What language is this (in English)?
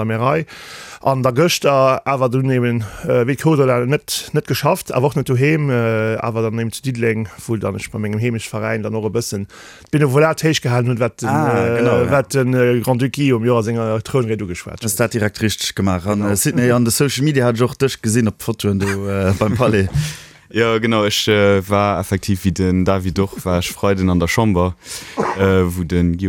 Luxembourgish